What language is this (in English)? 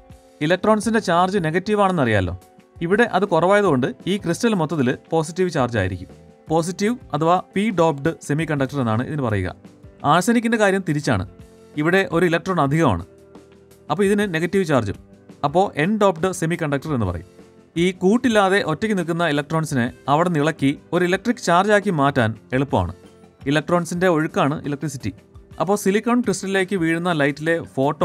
Malayalam